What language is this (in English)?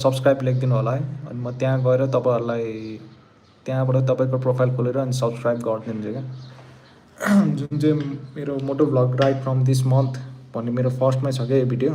Nepali